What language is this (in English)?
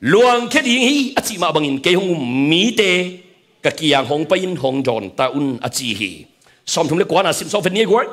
Tedim Chin